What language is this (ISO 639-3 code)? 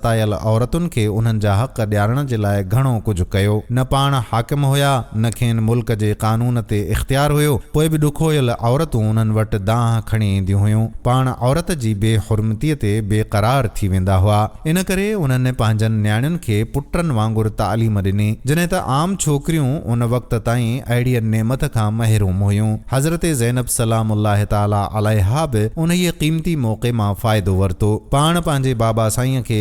snd